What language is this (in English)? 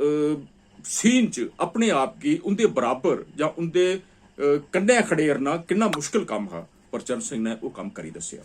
Dogri